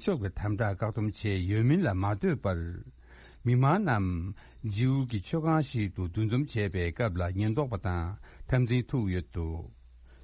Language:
Tibetan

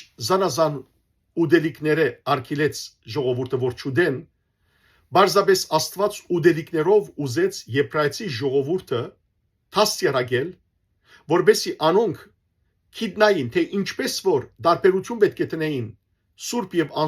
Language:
Western Armenian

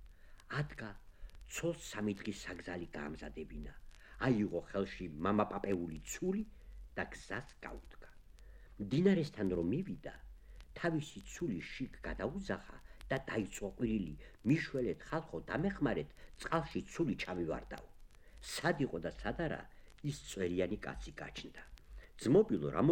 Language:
Georgian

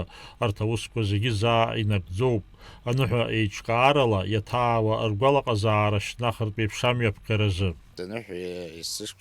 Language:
Abkhazian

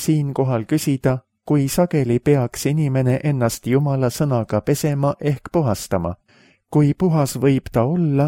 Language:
Estonian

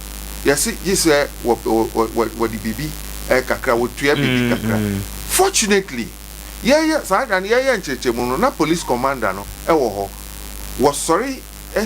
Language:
Akan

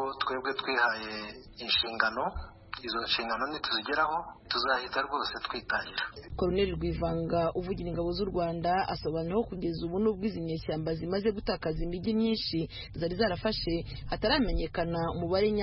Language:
Kinyarwanda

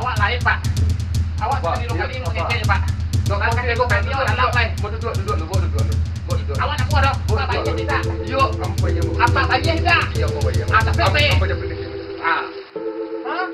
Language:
Minangkabau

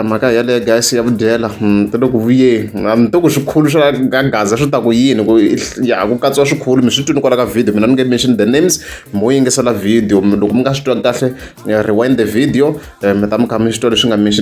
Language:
Tsonga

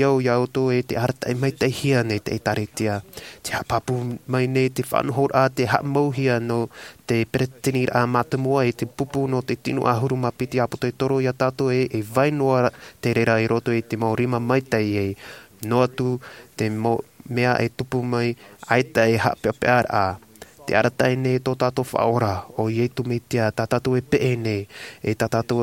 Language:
Tahitian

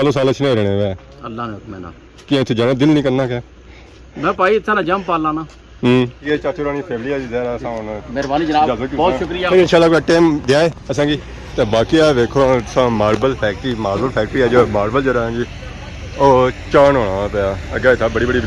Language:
Pahari-Potwari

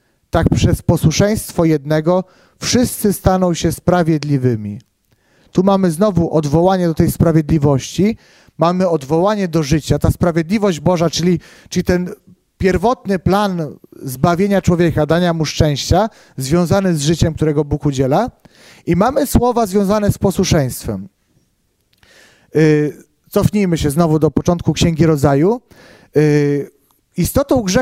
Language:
Polish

